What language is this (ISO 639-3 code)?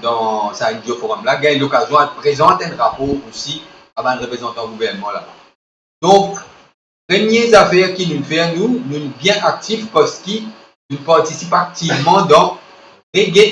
mfe